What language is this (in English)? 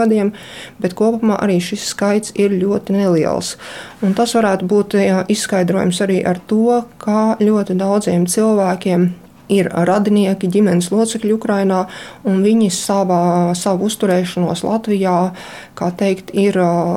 Latvian